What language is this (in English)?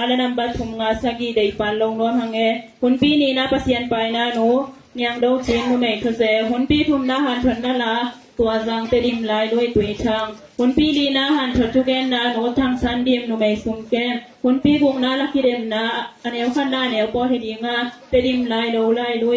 Tedim Chin